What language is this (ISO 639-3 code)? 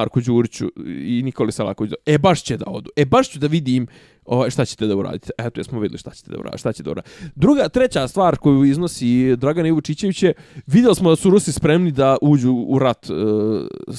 bos